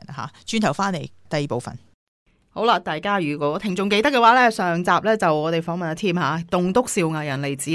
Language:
Cantonese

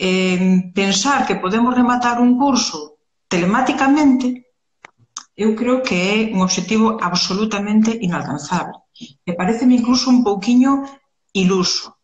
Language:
Galician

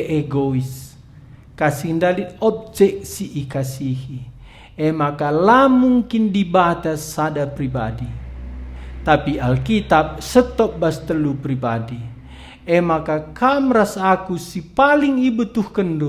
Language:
Batak Karo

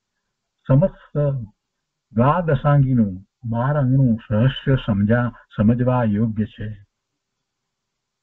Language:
Gujarati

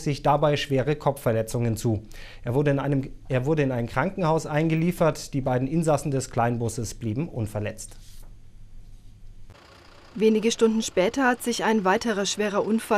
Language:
German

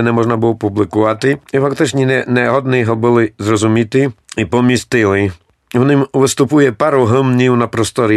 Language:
Rusyn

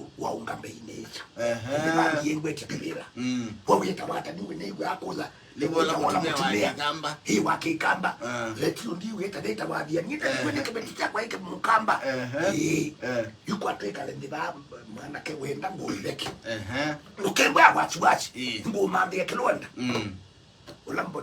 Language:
Kamba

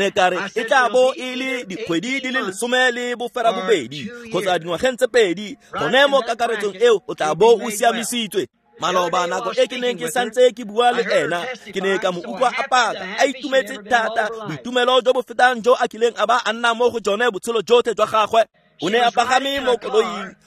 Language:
Tswana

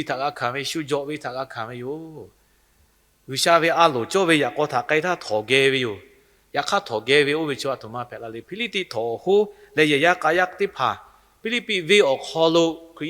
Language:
Lahu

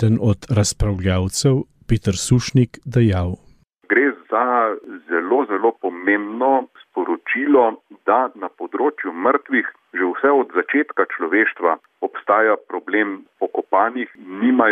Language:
Slovenian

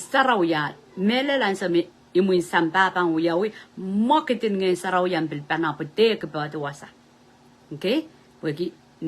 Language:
Pohnpeian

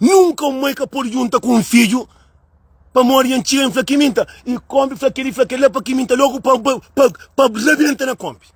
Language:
Kabuverdianu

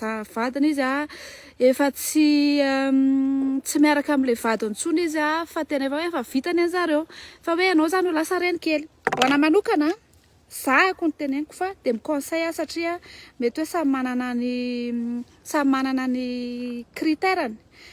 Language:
Malagasy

